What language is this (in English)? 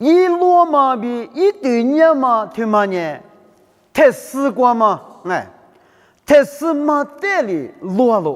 Lisu